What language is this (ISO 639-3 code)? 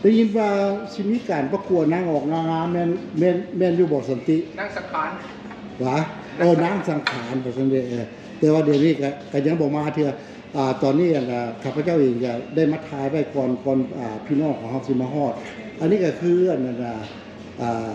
lao